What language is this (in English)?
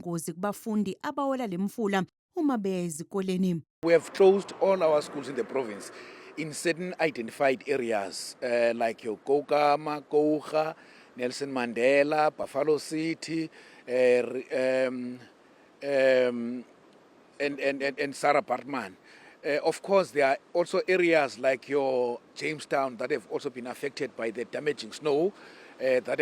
Zulu